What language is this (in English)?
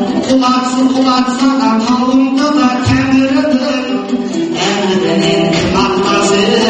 Kazakh